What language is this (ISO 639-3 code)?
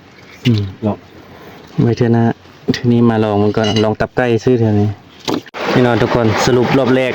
tts